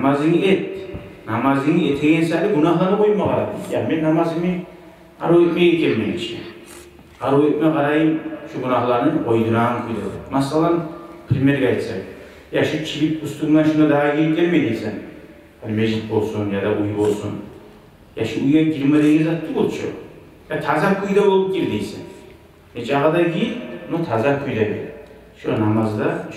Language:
Kumyk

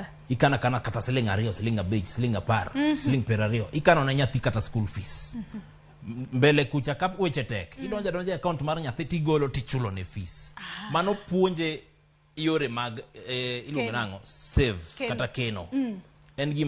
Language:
Luo (Kenya and Tanzania)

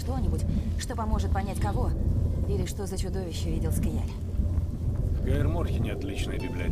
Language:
Russian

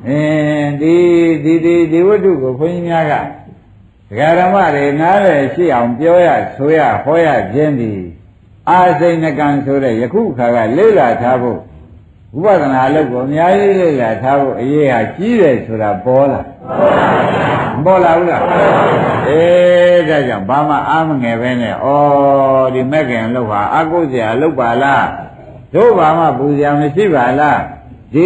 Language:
Burmese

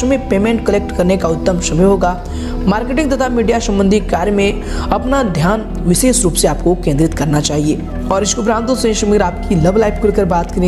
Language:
Hindi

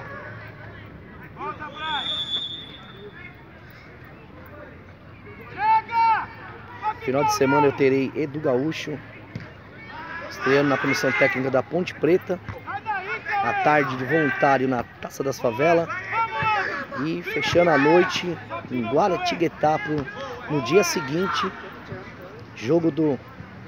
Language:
Portuguese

